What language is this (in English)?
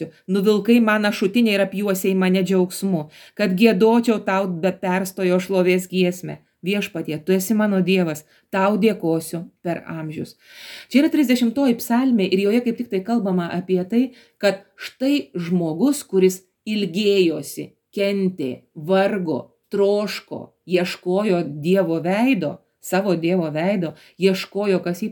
Lithuanian